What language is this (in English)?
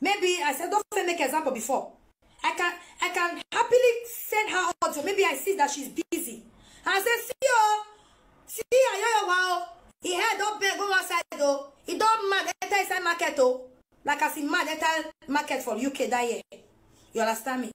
Nigerian Pidgin